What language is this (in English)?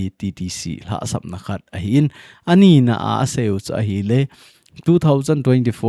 Thado Chin